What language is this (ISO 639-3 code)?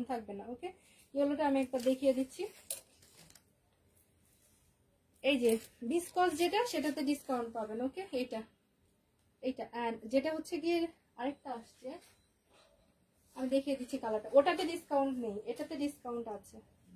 ben